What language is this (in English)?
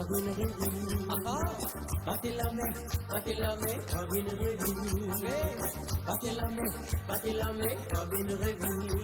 Morisyen